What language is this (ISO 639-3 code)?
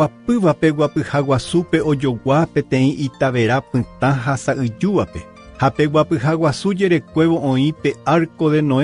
grn